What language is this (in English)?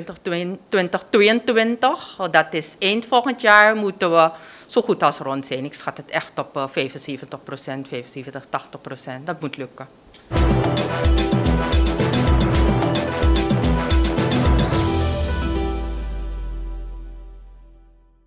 Dutch